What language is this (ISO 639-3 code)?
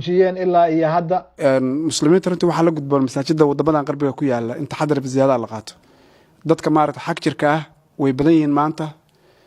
som